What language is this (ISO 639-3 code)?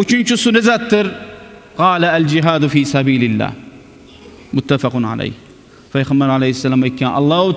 kum